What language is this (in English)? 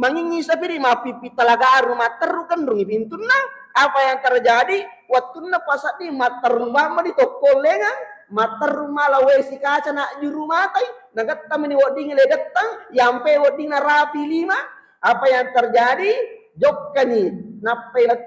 Buginese